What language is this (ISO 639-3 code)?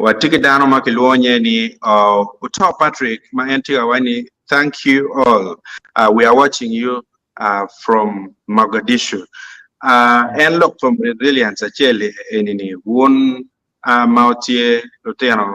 ach